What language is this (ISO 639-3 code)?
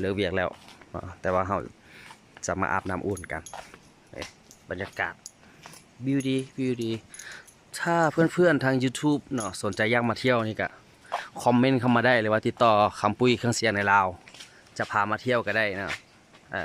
lao